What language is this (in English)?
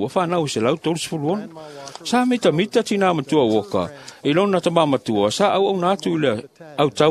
Samoan